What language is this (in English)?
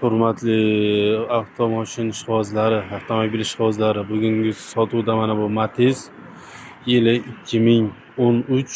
Uzbek